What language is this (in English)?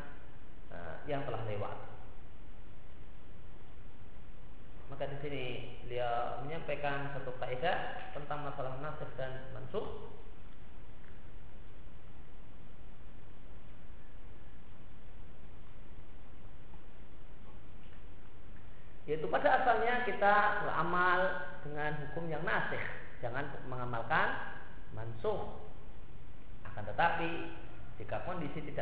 Indonesian